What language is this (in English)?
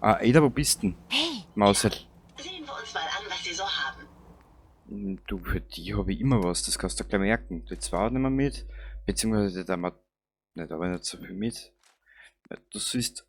Bavarian